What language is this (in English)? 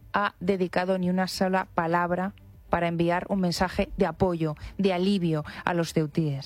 Spanish